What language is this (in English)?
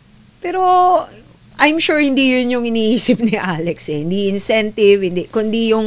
Filipino